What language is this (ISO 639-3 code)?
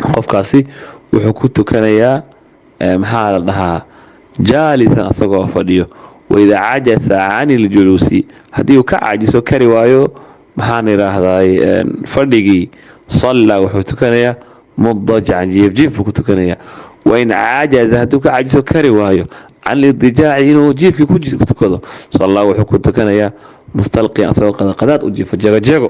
som